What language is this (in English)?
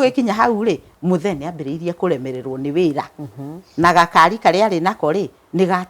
Kikuyu